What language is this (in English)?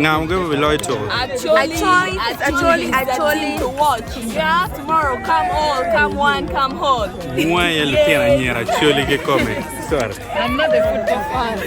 Acoli